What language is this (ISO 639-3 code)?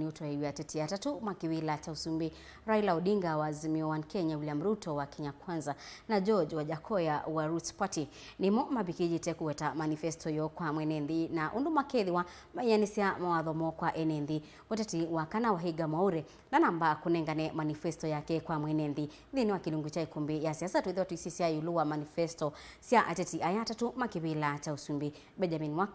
kam